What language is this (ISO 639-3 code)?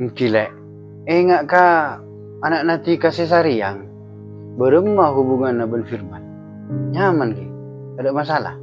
mad